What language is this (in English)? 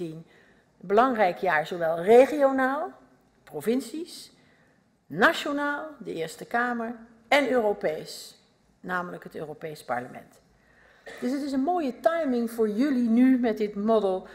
Dutch